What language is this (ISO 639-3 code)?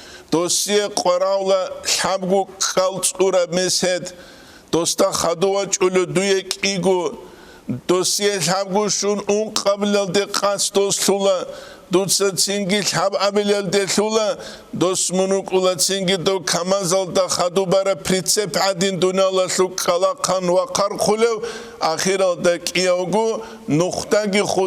ava